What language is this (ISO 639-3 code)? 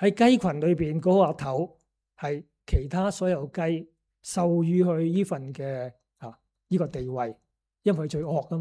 yue